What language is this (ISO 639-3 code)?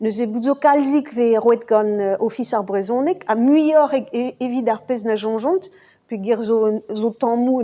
bre